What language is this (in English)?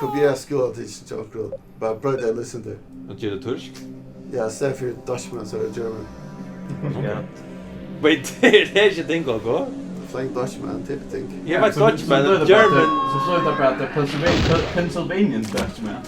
Faroese